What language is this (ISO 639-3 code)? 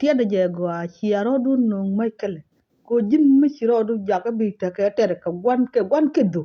nus